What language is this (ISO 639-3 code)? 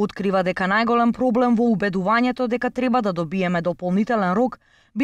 mkd